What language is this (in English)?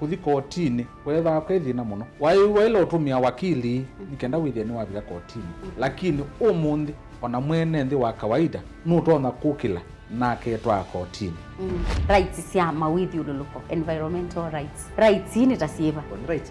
Kamba